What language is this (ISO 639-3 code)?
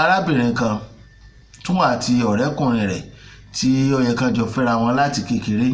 yor